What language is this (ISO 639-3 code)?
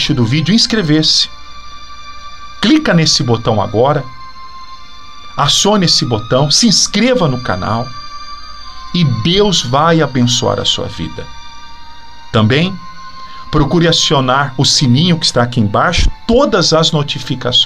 por